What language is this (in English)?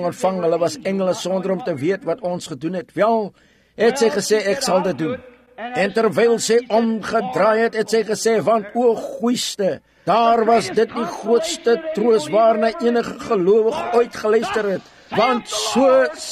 Afrikaans